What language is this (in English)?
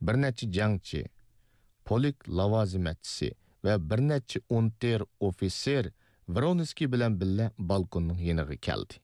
Uyghur